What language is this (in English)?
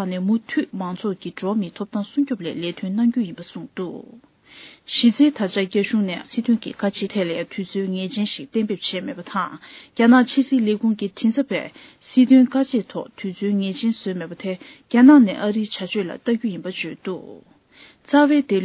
Tibetan